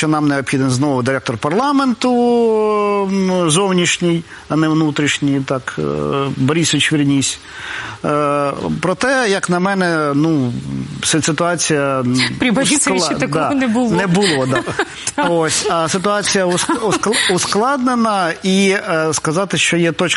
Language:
Ukrainian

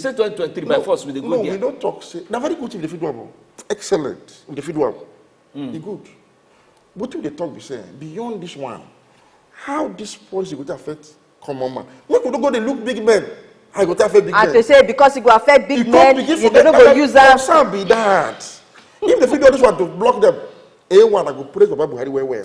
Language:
Nigerian Pidgin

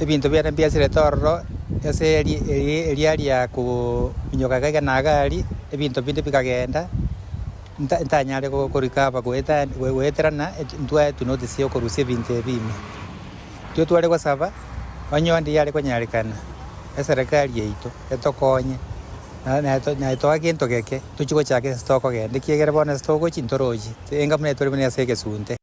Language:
Gusii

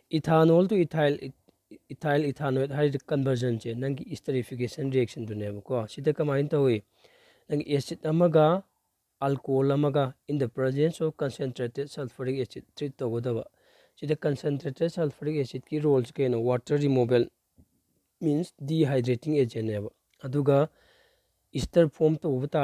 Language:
Manipuri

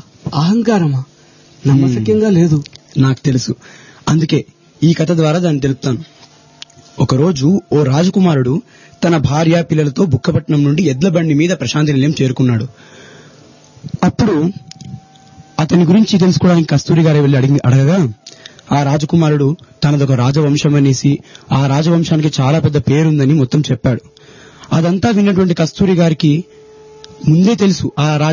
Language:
Telugu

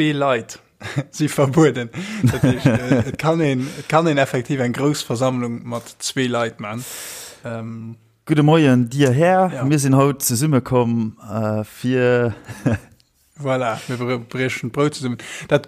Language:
Luxembourgish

